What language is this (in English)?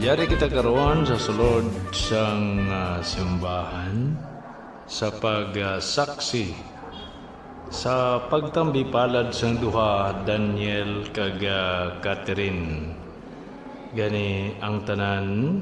Hiligaynon